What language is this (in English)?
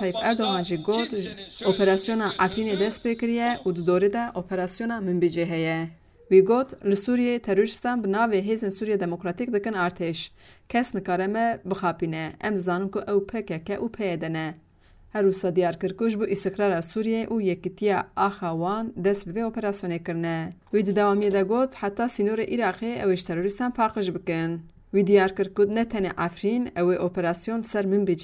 Kurdish